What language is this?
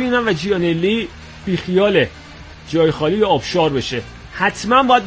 Persian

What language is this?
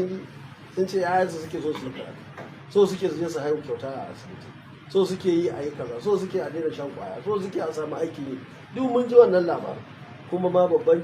Hausa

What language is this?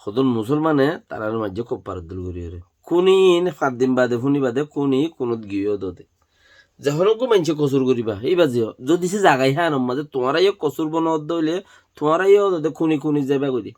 Rohingya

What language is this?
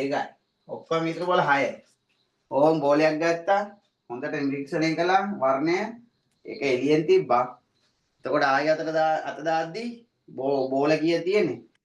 Sinhala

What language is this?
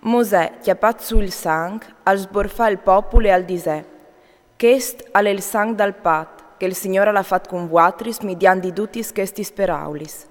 Friulian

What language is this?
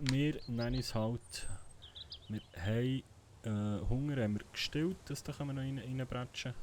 Swiss German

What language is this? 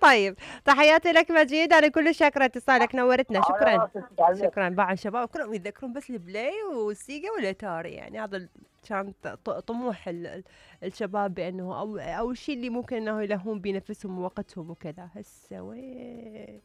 Mesopotamian Arabic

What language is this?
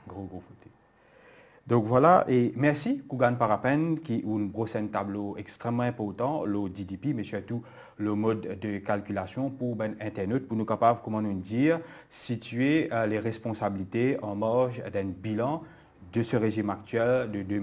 Morisyen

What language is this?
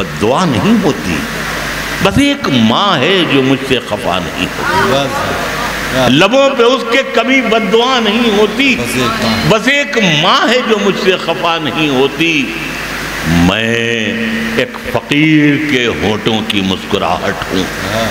Urdu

